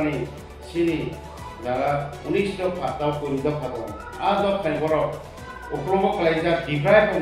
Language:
Riang (India)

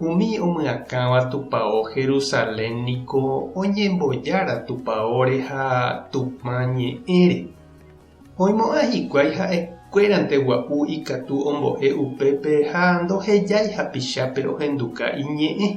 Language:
Guarani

